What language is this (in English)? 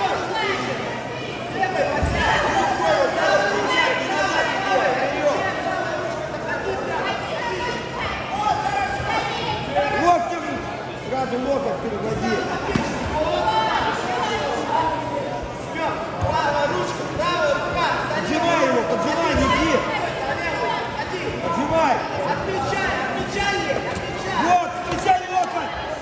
Russian